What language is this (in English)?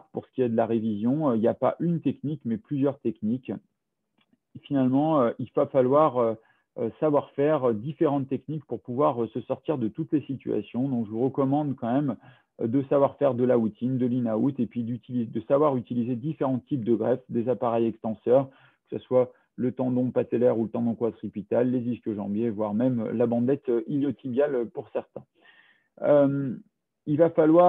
French